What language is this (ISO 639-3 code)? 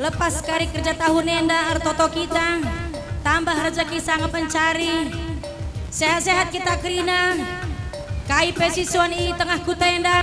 btx